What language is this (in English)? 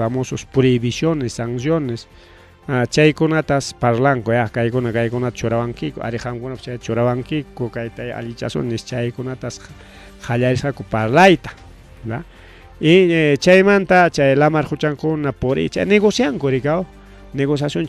Ayacucho Quechua